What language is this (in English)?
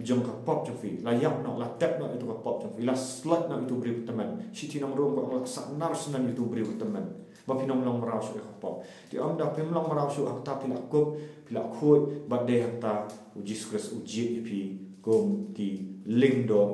Khasi